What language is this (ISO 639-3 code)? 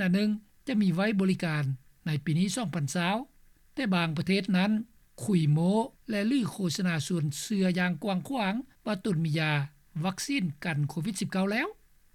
lao